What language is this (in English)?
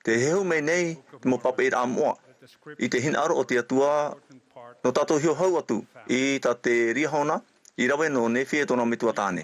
Tahitian